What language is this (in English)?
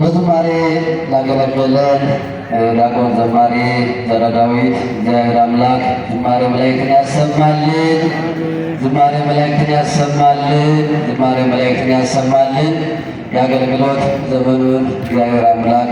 Amharic